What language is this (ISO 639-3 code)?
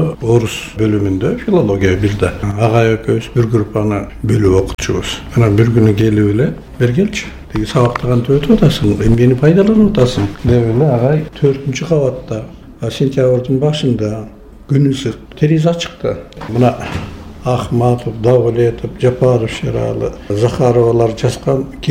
kir